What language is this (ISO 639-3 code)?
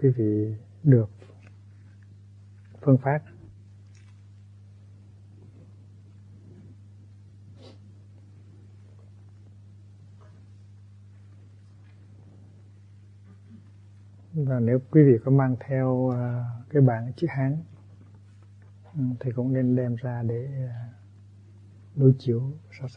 vie